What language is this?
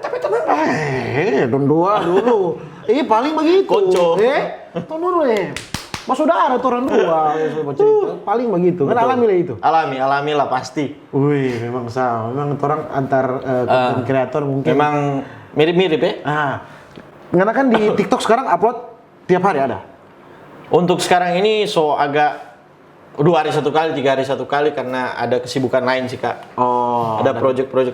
Manado Malay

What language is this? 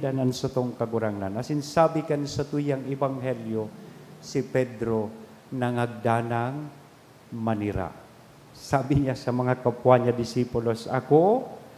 Bikol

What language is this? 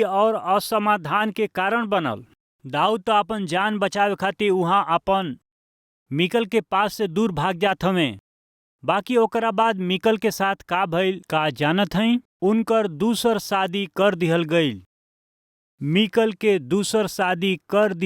Bhojpuri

